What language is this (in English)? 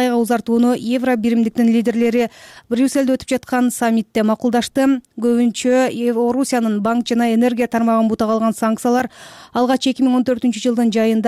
Kyrgyz